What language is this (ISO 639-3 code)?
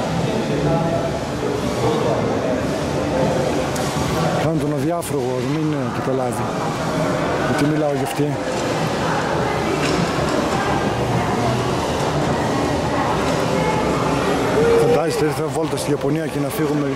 ell